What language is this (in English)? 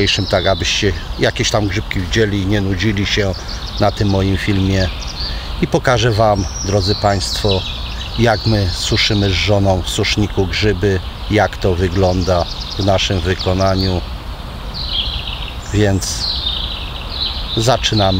Polish